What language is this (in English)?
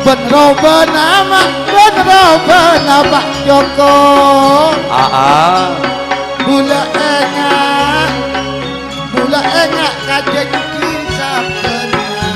Madurese